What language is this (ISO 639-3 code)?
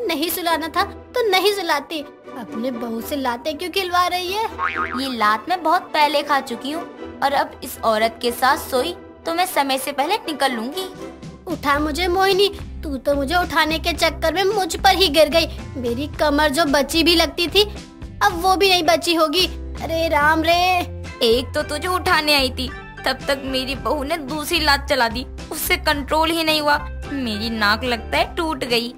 hin